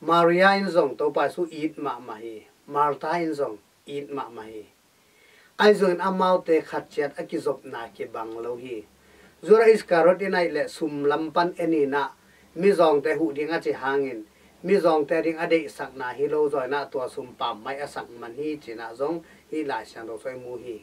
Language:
Tedim Chin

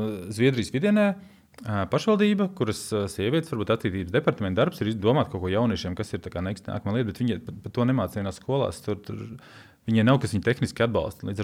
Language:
Latvian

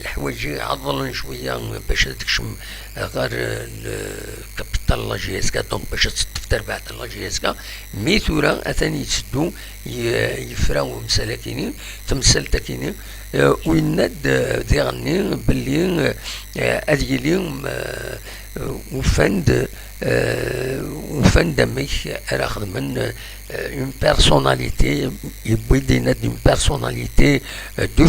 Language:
Kabyle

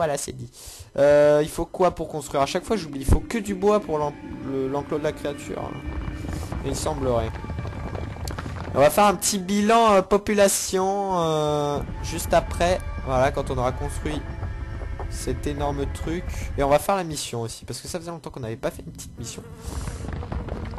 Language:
French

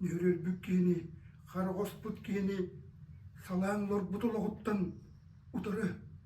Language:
Yakut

